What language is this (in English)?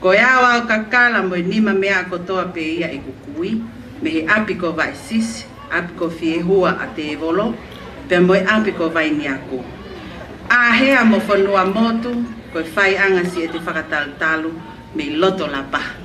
Tongan